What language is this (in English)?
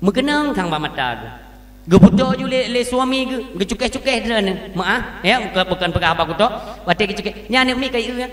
Achinese